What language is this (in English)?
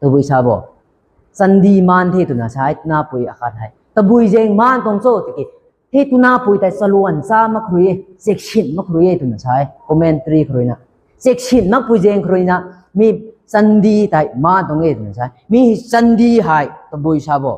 Rongmei Naga